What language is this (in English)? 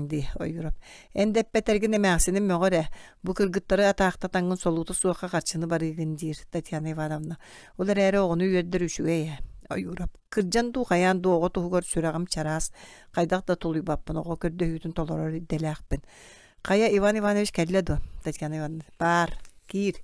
Yakut